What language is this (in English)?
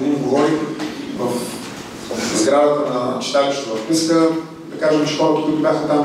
Bulgarian